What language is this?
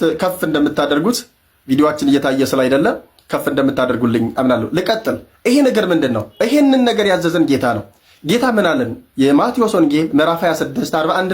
Amharic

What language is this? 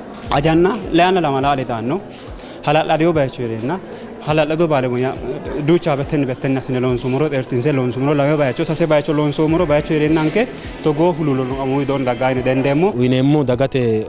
Sidamo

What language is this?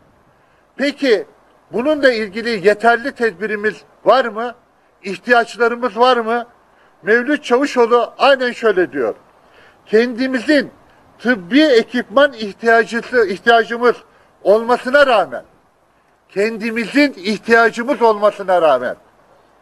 Turkish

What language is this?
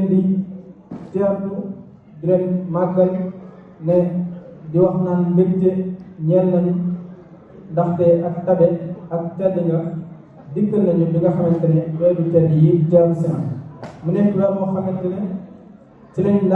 Wolof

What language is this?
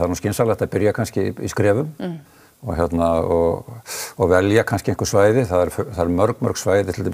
Icelandic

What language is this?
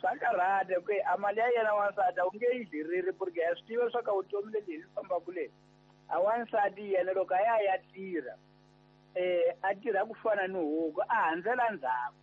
Tsonga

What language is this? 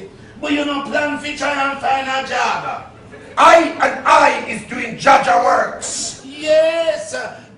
Jamaican Creole English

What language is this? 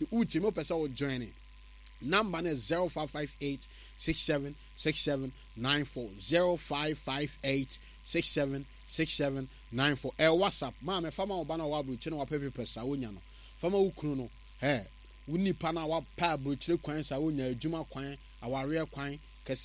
Akan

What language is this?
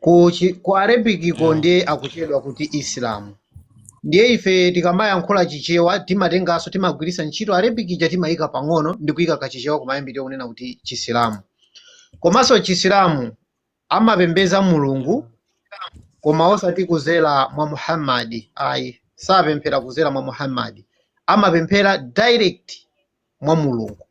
Nyanja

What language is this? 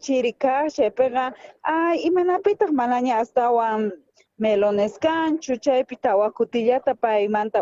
South Bolivian Quechua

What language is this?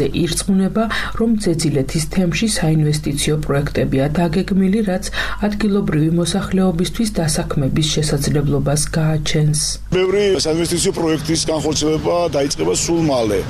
Georgian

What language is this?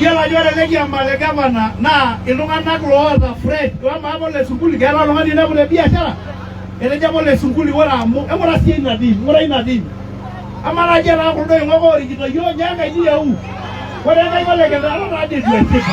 Masai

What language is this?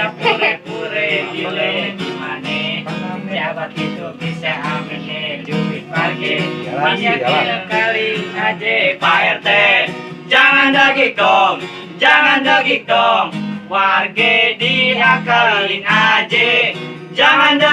Betawi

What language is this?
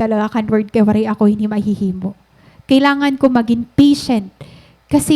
Waray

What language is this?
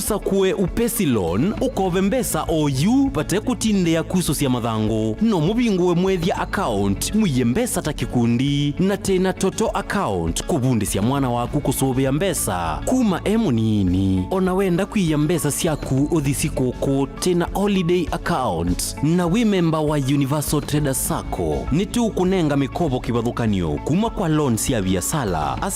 Kamba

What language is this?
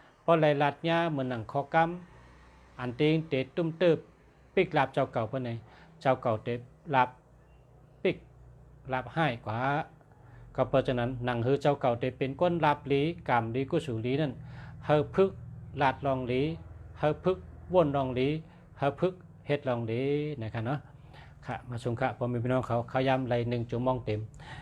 Shan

